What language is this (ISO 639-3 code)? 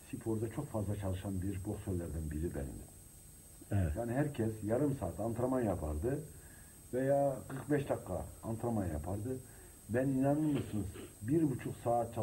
tur